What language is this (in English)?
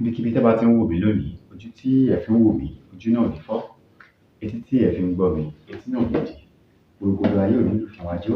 Yoruba